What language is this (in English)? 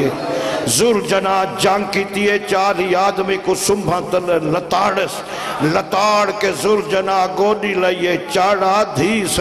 Saraiki